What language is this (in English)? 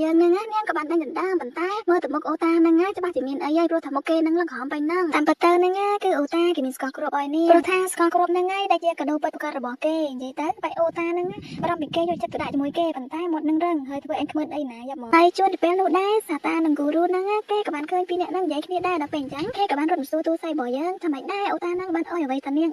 Khmer